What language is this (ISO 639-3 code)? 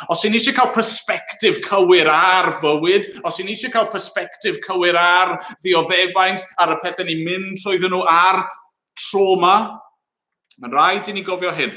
cym